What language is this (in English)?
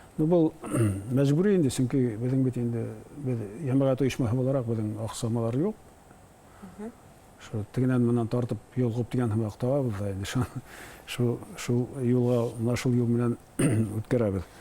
Bashkir